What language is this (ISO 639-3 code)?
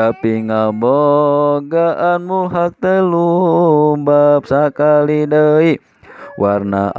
sun